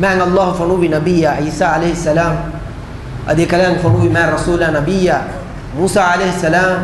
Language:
Divehi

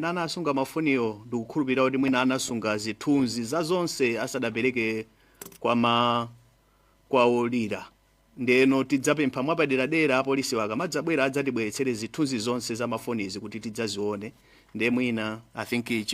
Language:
Nyanja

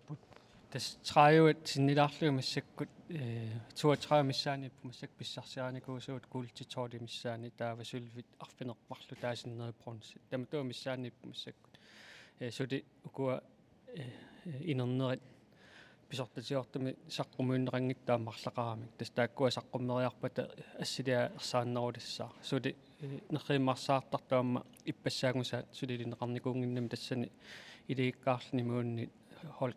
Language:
Kalaallisut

